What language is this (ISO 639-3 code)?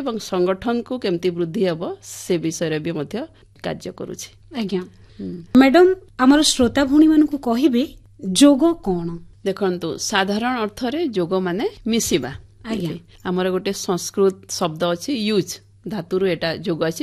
ori